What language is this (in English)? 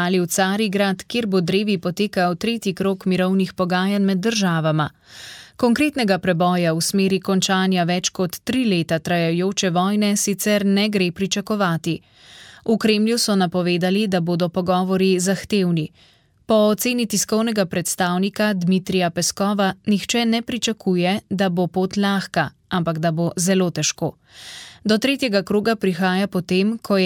Slovenian